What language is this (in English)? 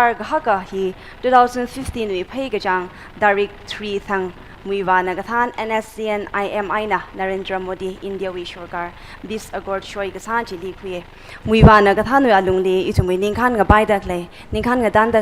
Tangkhul Naga (India)